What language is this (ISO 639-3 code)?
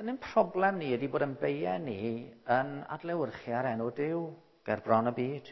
cym